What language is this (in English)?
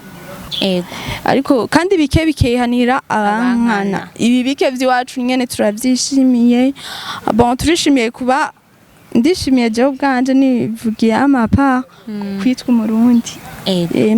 Rundi